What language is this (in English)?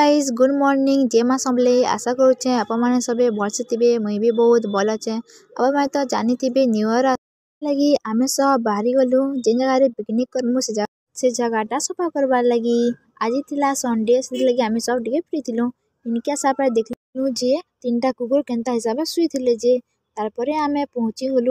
Sambalpuri